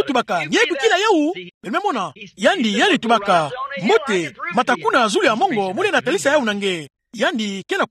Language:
Kituba (Democratic Republic of Congo)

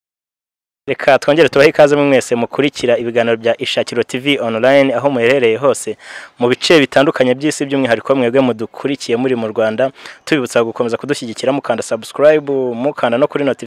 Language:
Kinyarwanda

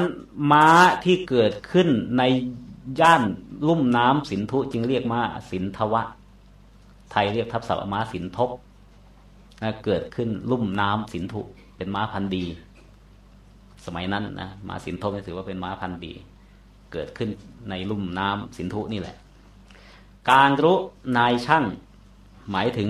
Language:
Thai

